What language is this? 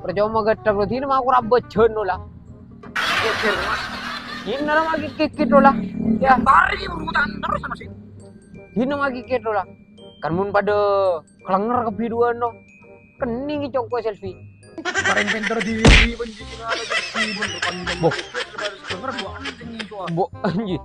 Madurese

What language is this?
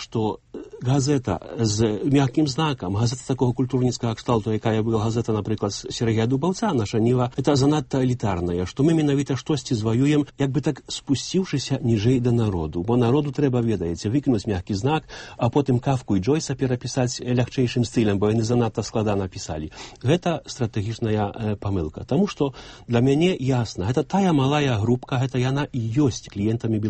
Belarusian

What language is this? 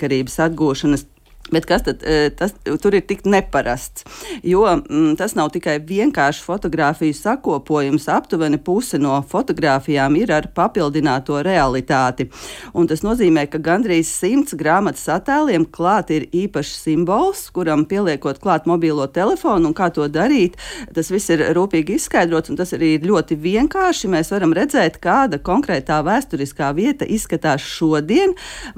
Latvian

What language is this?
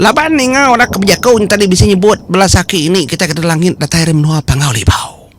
Iban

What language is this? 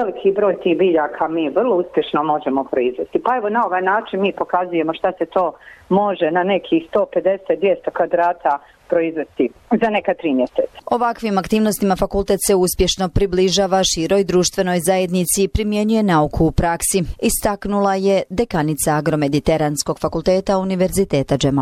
Bosnian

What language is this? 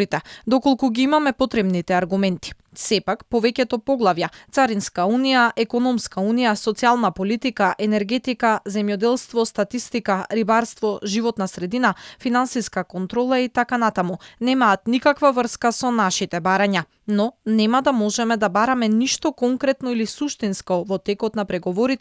Macedonian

